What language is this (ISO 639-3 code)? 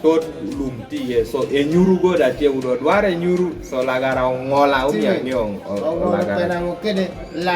kdi